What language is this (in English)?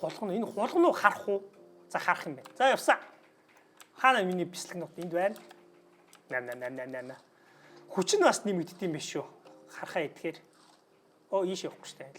Mongolian